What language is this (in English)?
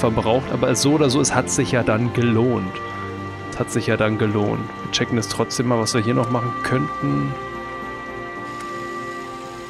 German